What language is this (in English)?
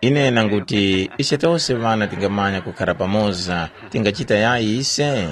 Tumbuka